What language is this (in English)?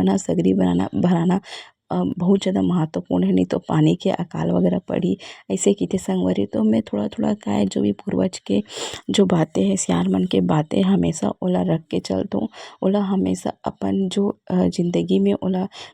Chhattisgarhi